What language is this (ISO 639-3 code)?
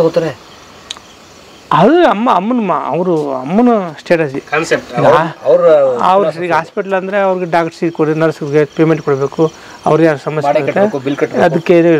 kan